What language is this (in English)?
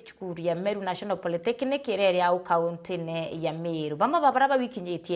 Meru